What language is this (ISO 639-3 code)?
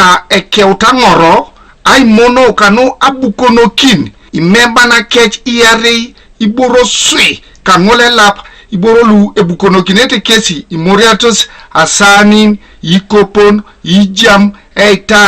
teo